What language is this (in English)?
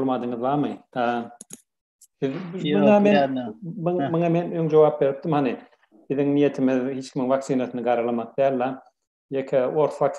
Turkmen